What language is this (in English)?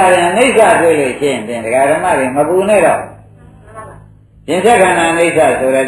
Burmese